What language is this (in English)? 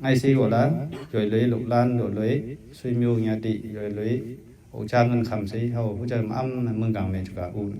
Mon